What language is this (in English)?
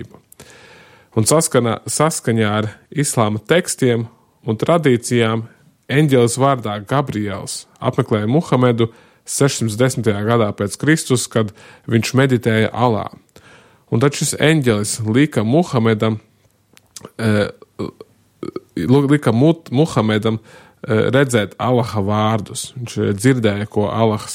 Latvian